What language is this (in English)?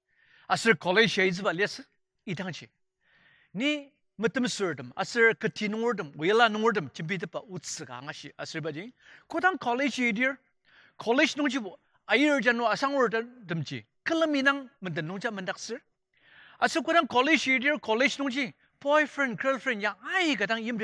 Ao Naga